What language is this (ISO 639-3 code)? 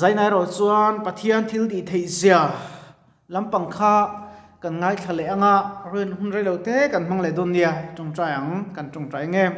lus